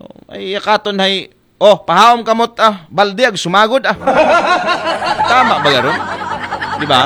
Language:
Aklanon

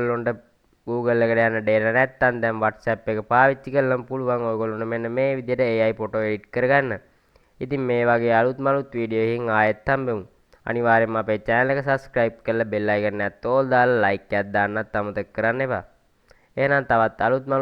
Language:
Sinhala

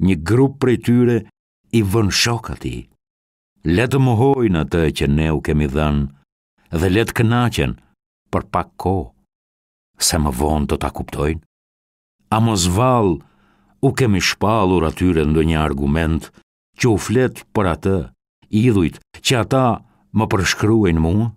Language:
Albanian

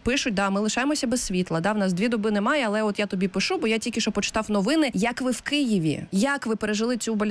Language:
Ukrainian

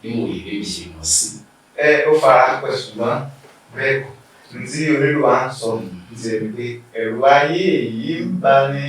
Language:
Yoruba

